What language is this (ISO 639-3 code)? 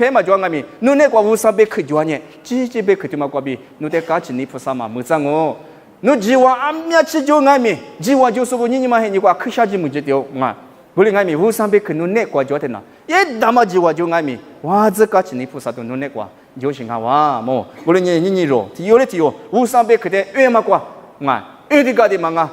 lis